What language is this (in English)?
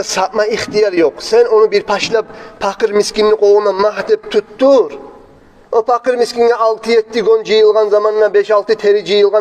Kumyk